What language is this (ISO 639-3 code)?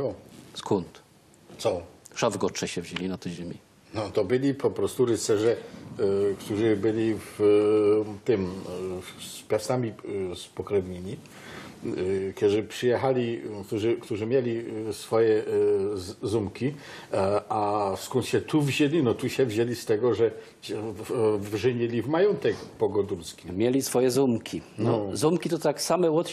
szl